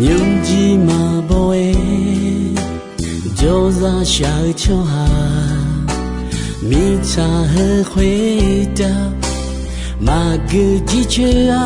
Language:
Akha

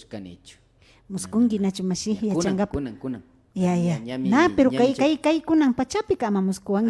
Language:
Imbabura Highland Quichua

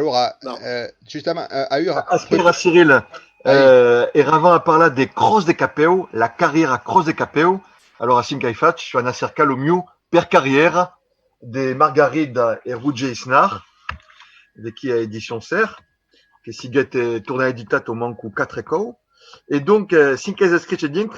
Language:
Occitan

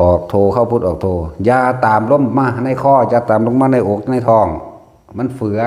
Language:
Northeastern Thai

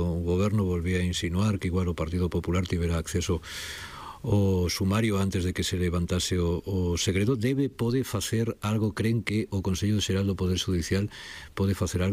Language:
Galician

